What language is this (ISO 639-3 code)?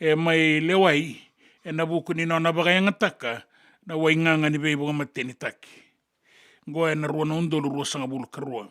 fij